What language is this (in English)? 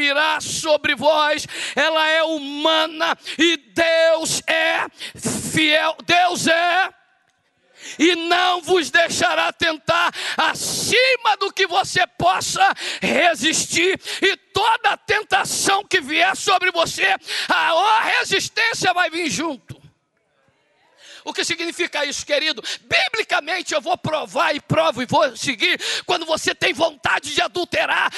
Portuguese